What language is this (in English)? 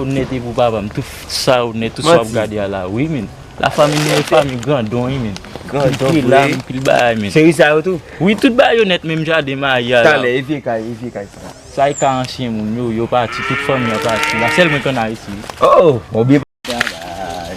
Haitian Creole